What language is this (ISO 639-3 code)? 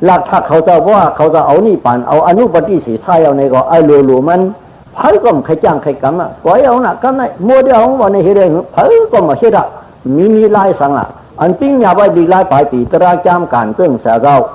shn